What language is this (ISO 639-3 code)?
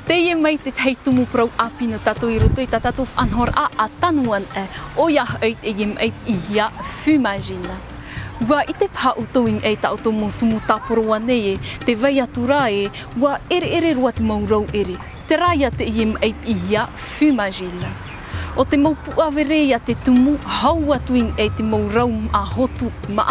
tah